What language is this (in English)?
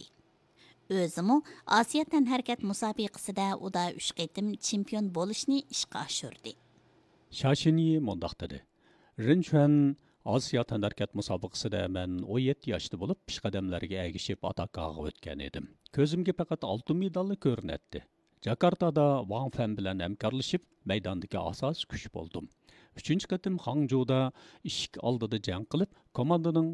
Uyghur